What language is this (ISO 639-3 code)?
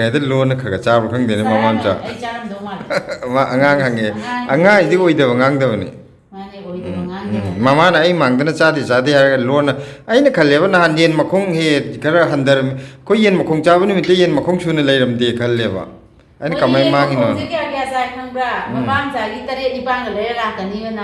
mni